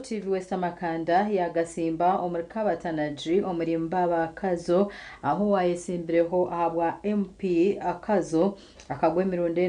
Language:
Nyankole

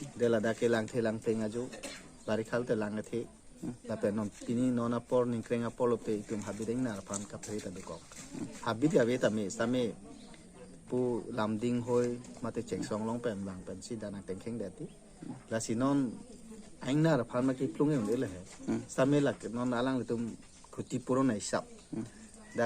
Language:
Karbi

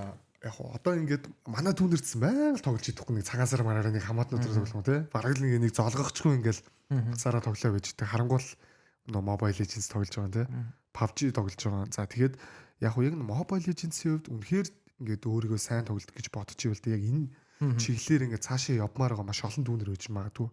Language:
Mongolian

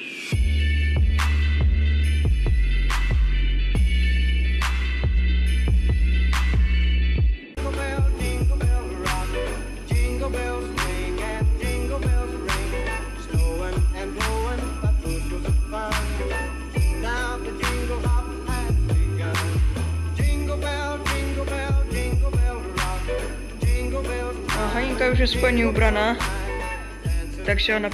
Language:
Polish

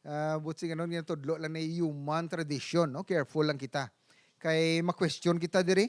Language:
Hiligaynon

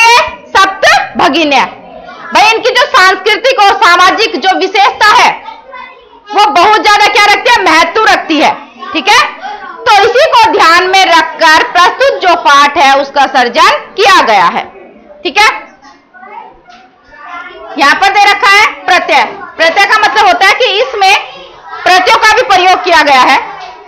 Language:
Hindi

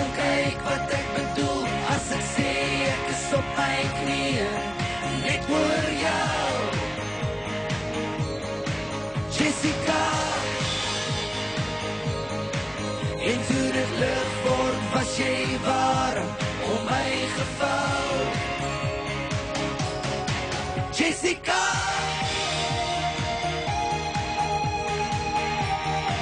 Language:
Afrikaans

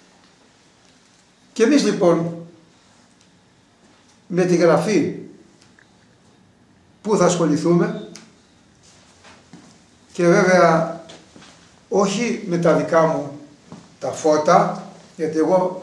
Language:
Greek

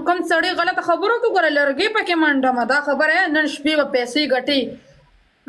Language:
Pashto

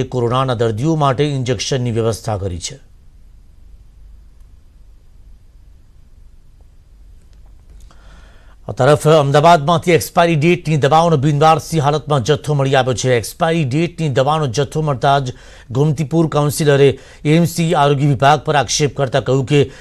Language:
Gujarati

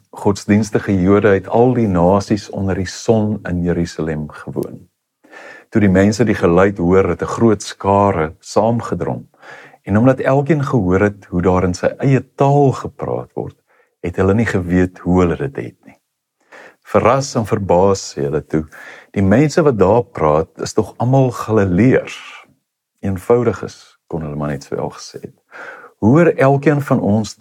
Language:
Afrikaans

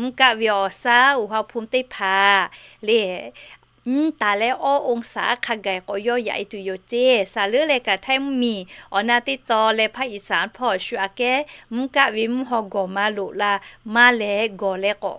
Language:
Lahu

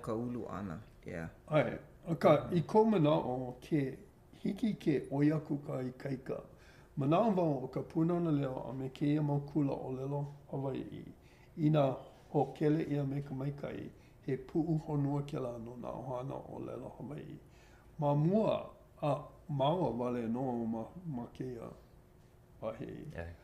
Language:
Hawaiian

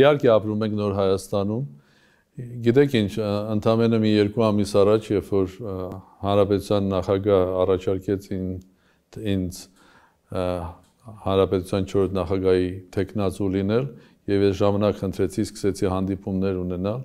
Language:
Armenian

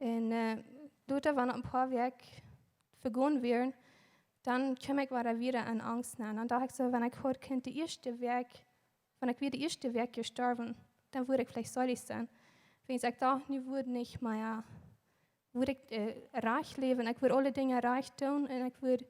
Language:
Plautdietsch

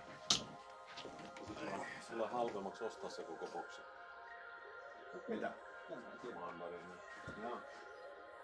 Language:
Finnish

